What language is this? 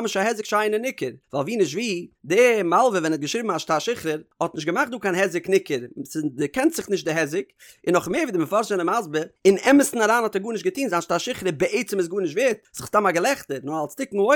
Yiddish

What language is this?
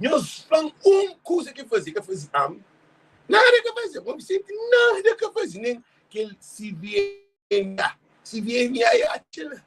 Kabuverdianu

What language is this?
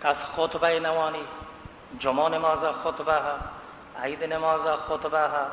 Baluchi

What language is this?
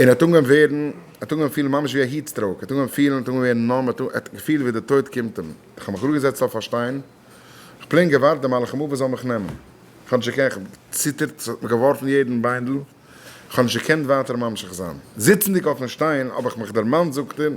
Yiddish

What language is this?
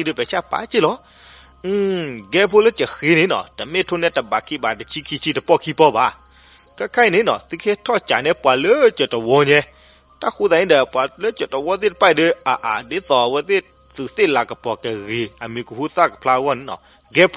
S'gaw Karen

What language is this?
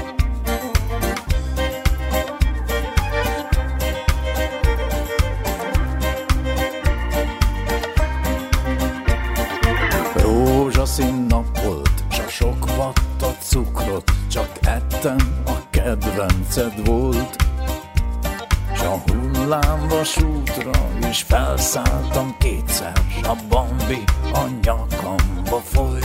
Hungarian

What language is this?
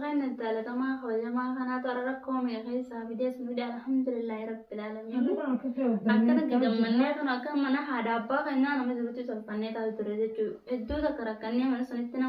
Oromo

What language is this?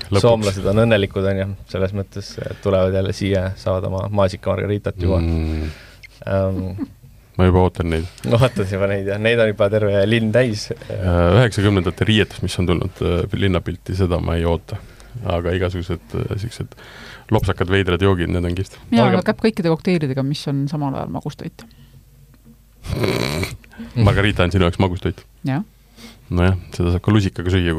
Estonian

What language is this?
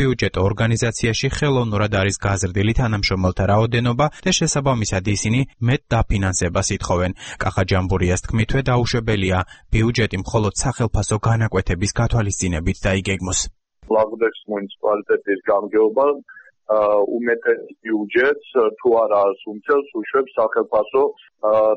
Georgian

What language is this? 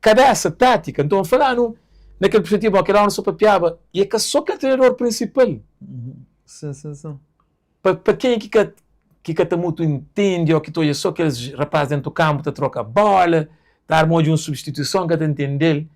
Kabuverdianu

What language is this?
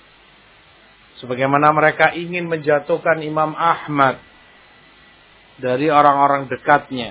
Indonesian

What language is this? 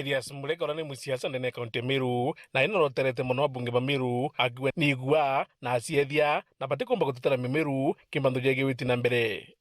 Meru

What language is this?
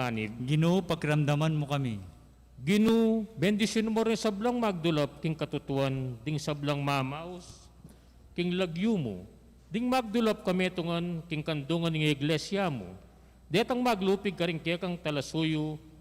Pampanga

